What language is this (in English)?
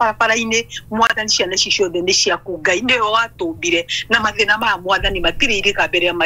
Kikuyu